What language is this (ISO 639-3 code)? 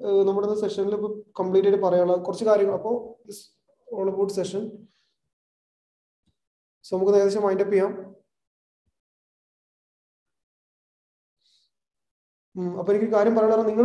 mal